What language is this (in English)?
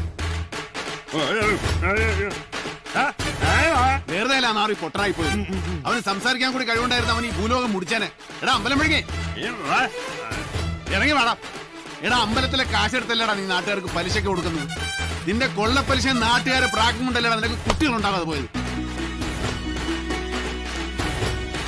Malayalam